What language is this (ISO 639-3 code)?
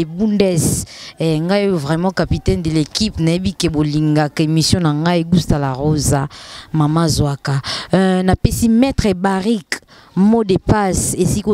lin